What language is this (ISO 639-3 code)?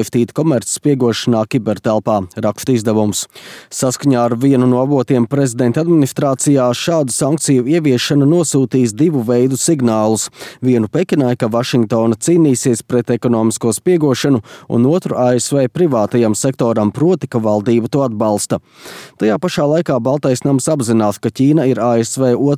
lav